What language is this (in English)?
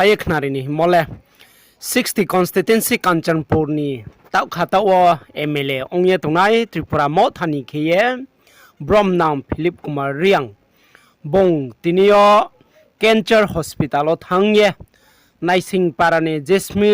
Riang (India)